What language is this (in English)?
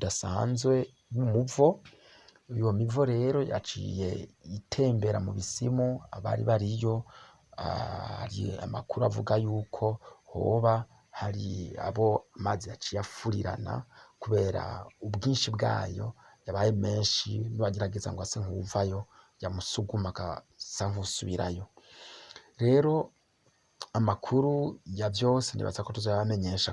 Rundi